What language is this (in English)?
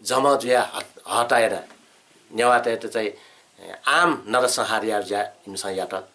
Newari